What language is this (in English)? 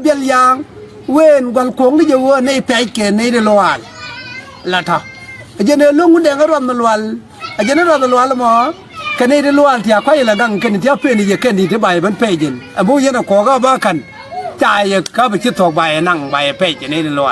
Nuer